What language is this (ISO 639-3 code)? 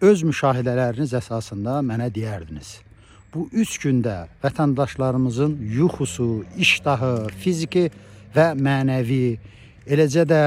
aze